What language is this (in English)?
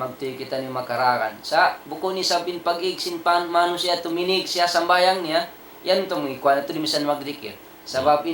Tausug